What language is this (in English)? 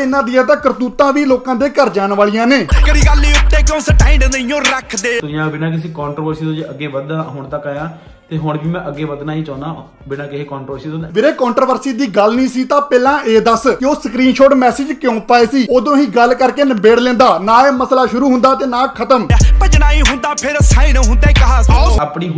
Punjabi